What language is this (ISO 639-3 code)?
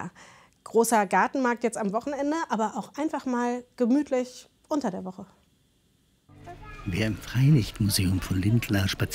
deu